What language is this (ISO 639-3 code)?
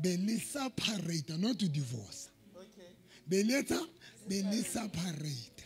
sot